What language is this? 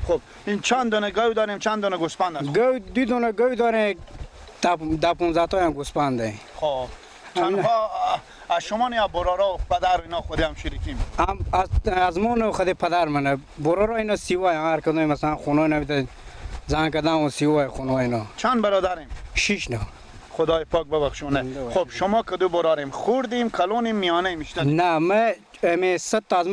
Persian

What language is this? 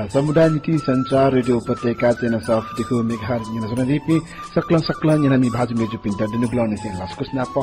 Newari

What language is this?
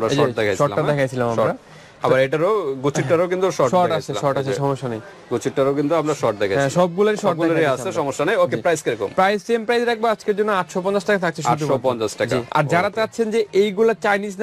Bangla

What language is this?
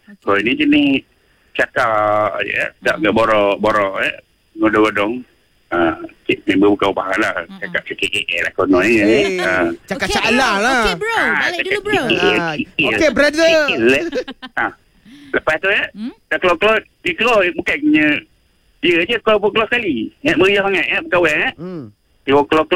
Malay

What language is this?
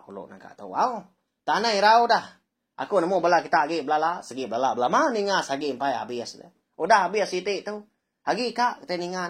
Iban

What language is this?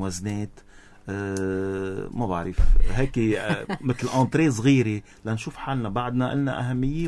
North Levantine Arabic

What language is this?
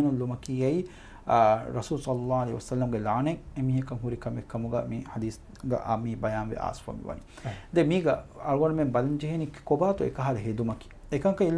Divehi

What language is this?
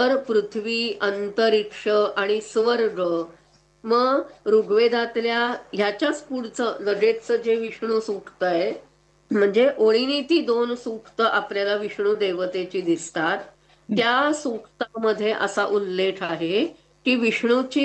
Marathi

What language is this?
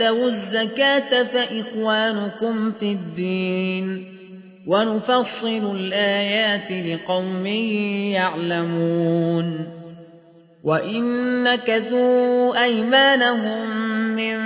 Arabic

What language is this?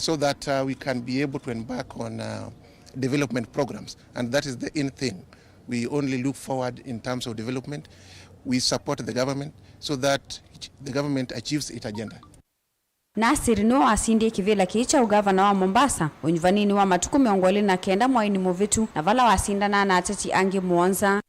Kamba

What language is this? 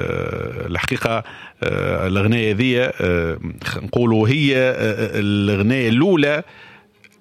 Tunisian Arabic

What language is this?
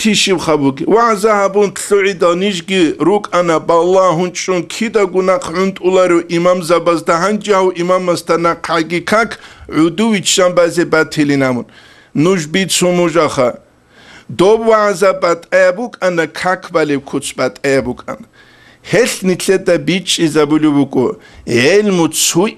Avaric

